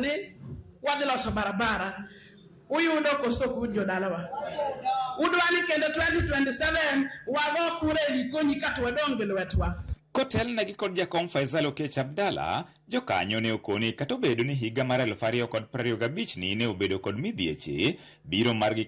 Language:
Luo (Kenya and Tanzania)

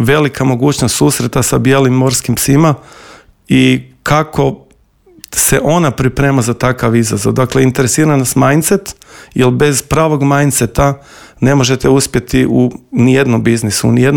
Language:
Croatian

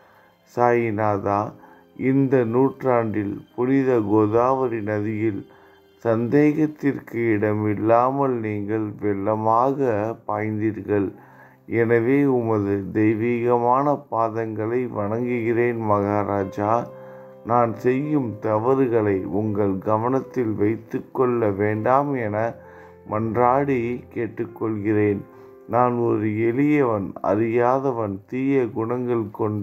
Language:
Tamil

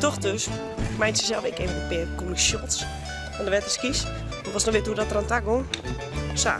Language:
Western Frisian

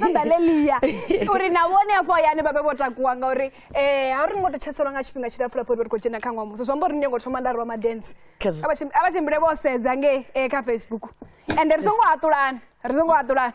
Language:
Venda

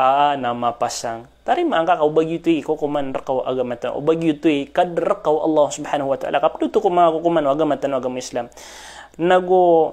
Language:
Maranao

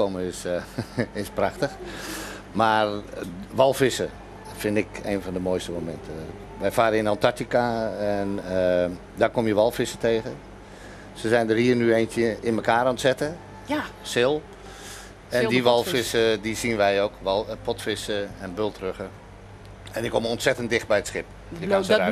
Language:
Western Frisian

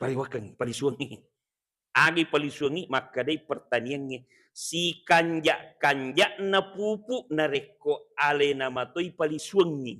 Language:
Buginese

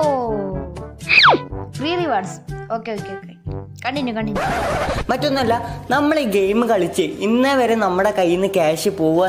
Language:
Malayalam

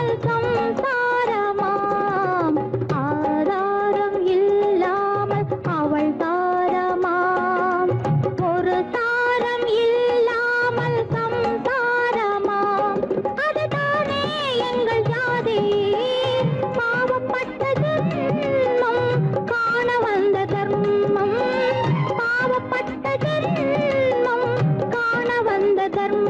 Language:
Tamil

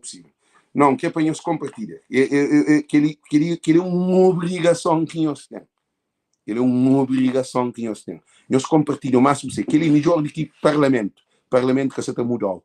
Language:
Kabuverdianu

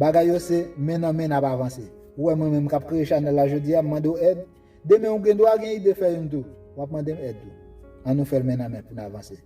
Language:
Haitian Creole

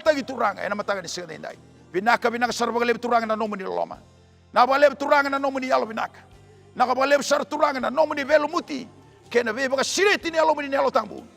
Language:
Fijian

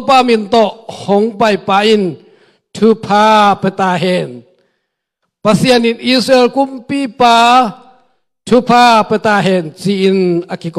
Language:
Tedim Chin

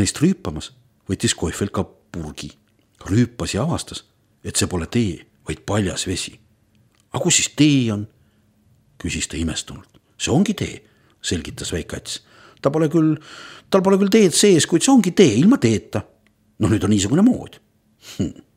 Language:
Estonian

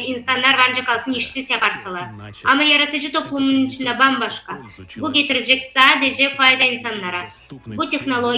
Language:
Gagauz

